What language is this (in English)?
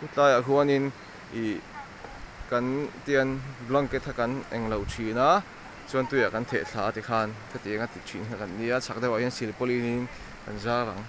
Mizo